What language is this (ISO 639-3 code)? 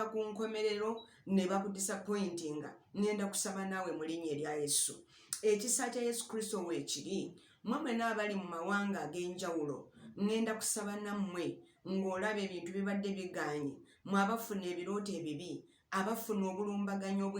lug